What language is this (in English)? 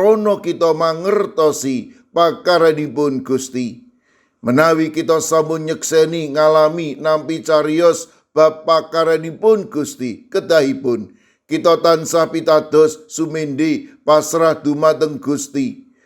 Javanese